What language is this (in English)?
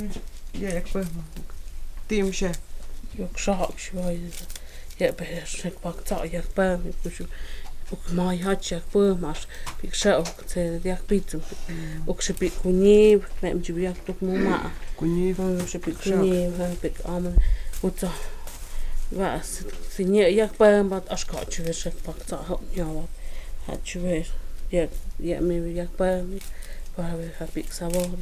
Totontepec Mixe